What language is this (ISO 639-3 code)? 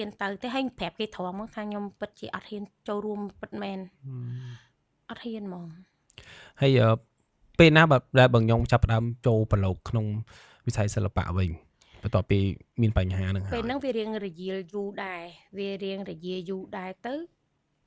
khm